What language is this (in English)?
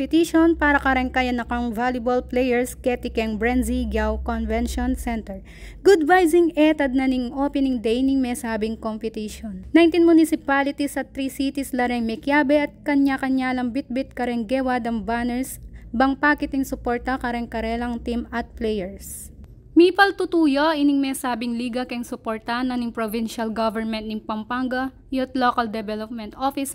Pampanga